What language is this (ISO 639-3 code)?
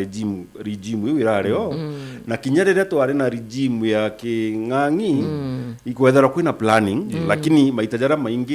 mer